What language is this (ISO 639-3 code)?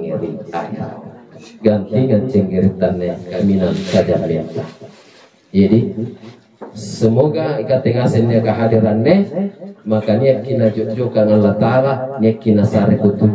mak